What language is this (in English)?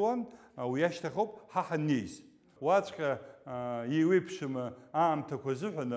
Abkhazian